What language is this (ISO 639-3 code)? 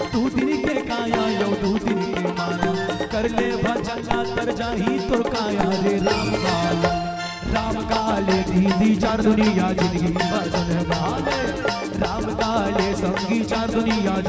hne